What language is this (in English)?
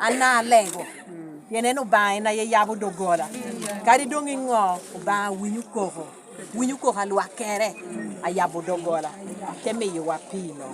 Lango (Uganda)